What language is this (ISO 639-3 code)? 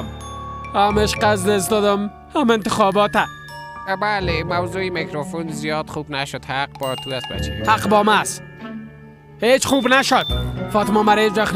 fas